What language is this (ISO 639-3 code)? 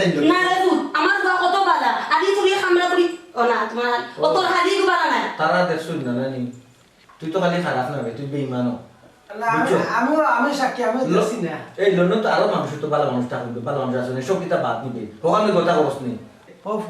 syl